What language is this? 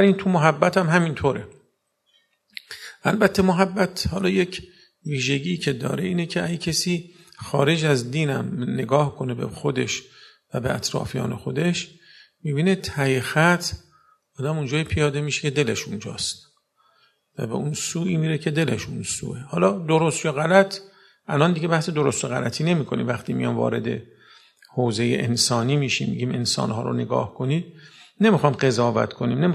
Persian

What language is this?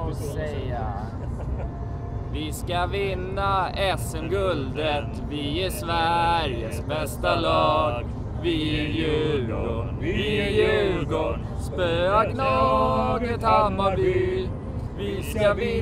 Swedish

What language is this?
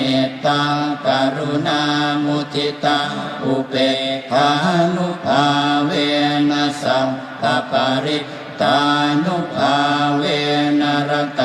Pali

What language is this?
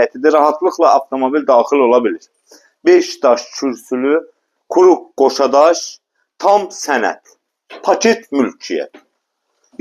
Azerbaijani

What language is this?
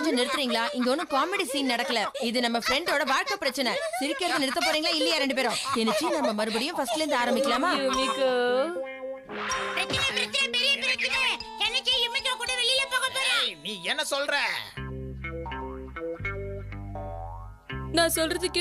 Tamil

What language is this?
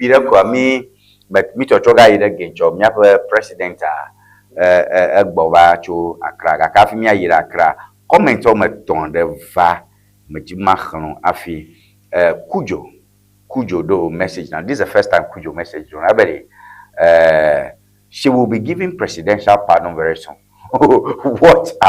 Ewe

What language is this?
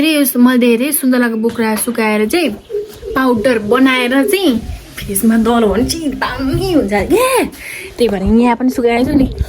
Nepali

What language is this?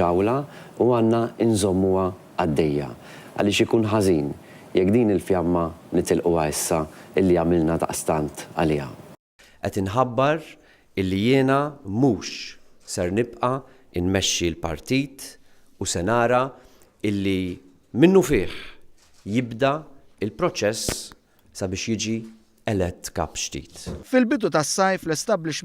Maltese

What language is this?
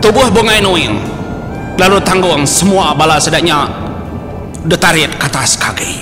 Iban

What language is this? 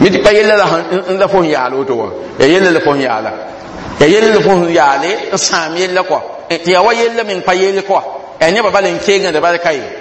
Mossi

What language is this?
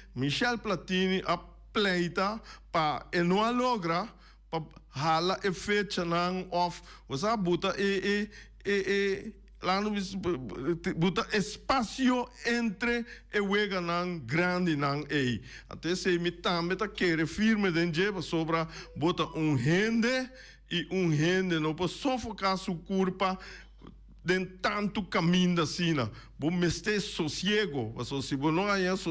Papiamento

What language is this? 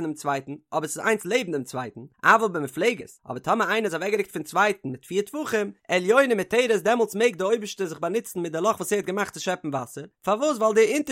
Yiddish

